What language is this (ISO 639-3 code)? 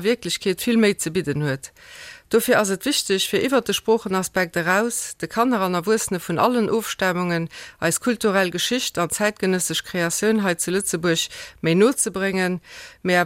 ltz